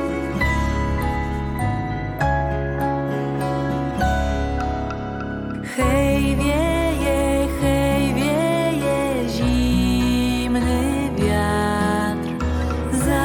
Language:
Polish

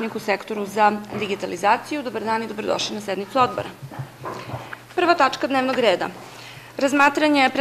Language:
Serbian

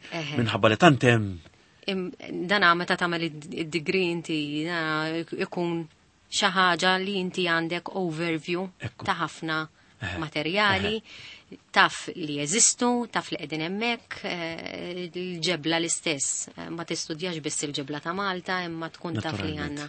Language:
Maltese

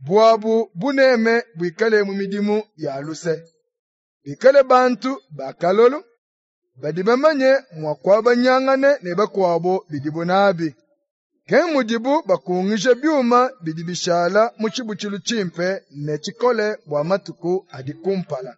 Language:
Luba-Lulua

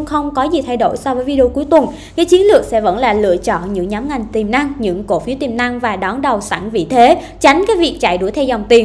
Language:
Vietnamese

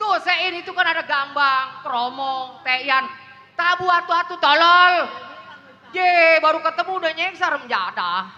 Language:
Betawi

